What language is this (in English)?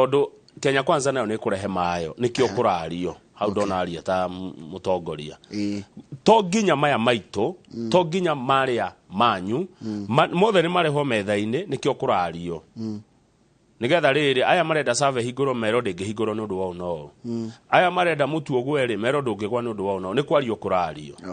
Kikuyu